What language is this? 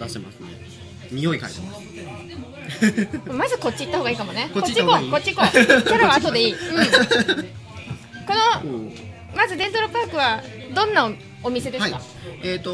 Japanese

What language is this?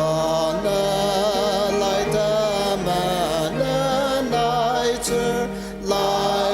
Ao Naga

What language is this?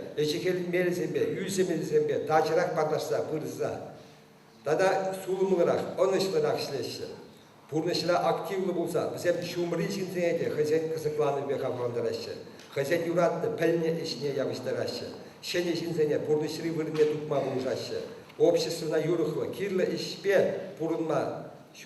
Chuvash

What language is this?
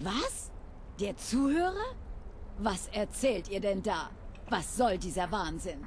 Bavarian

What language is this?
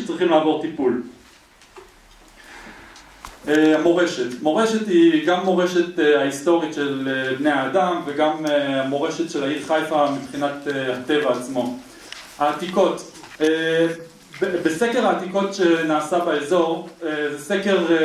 Hebrew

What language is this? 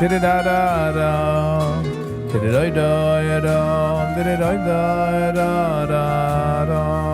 Yiddish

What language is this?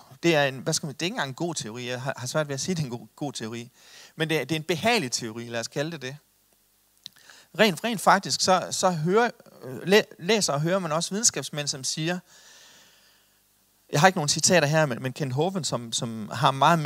Danish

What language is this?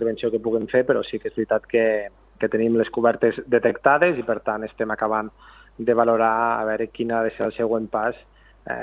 Catalan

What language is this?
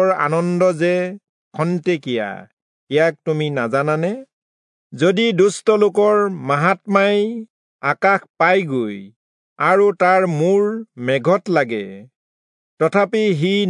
Assamese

